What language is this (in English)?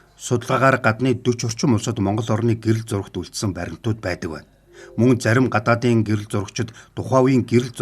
Mongolian